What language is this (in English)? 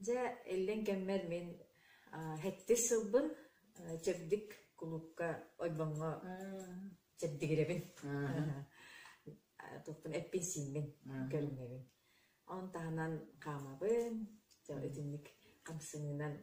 Yakut